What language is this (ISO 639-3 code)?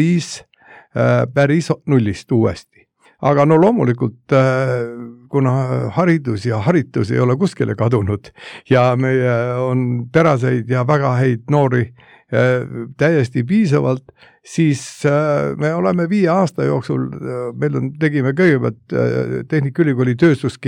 est